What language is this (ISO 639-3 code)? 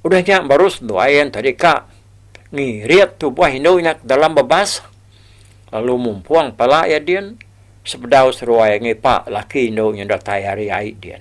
iba